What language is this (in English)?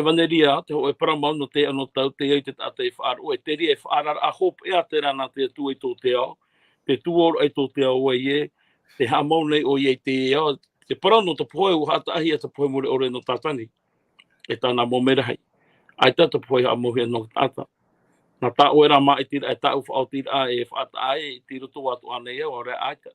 Tahitian